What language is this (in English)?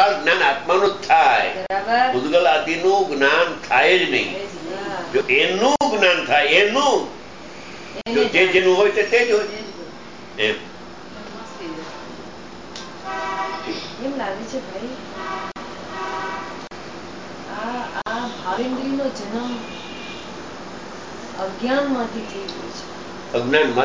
Gujarati